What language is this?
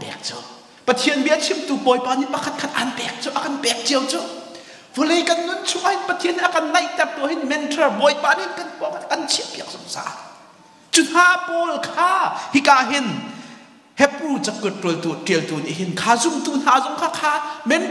Hakha Chin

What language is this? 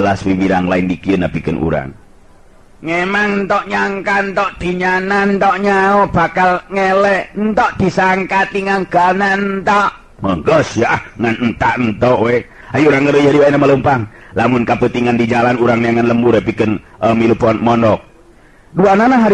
Sundanese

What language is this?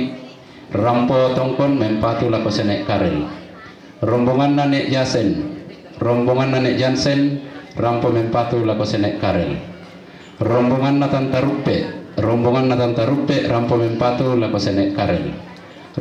Toraja-Sa'dan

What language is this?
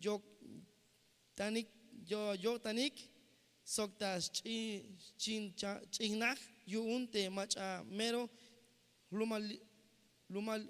Tzeltal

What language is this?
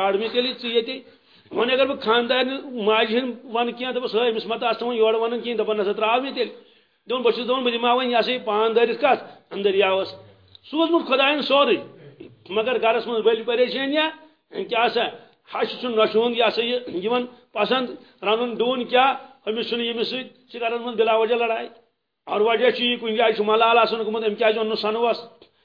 Kashmiri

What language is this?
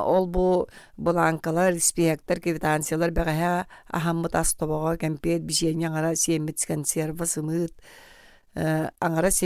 Yakut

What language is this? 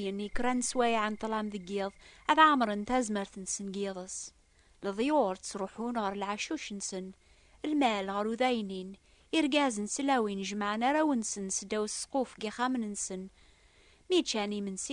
Kabyle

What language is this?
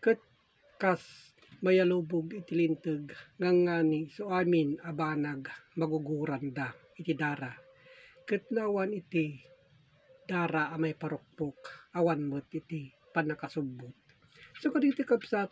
Iloko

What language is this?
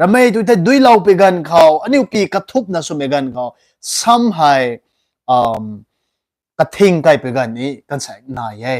Rongmei Naga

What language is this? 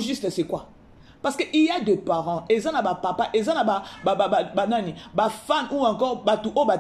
Lingala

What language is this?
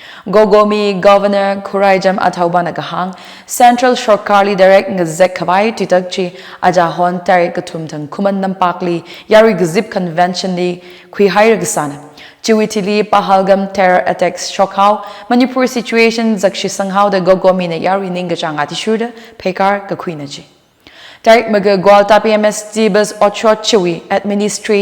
Tangkhul Naga (India)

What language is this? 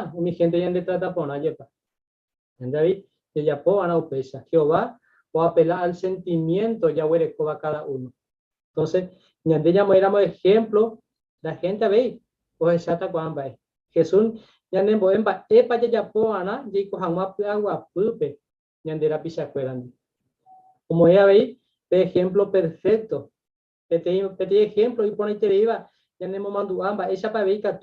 Guarani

